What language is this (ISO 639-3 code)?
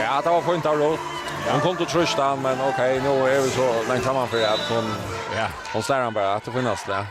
fao